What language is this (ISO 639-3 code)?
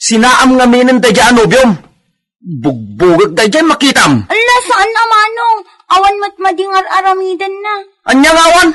ilo